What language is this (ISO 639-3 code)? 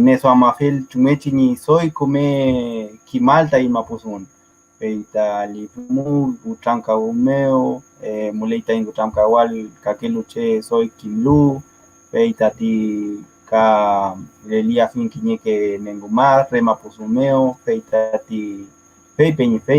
arn